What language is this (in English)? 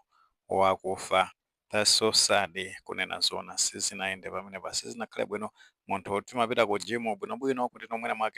Nyanja